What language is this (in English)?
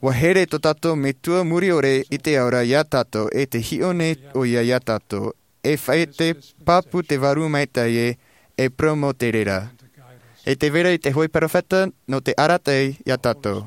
Tahitian